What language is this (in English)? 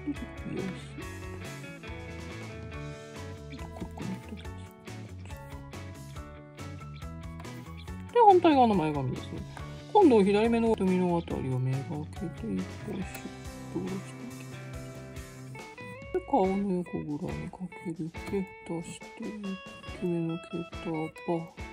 Japanese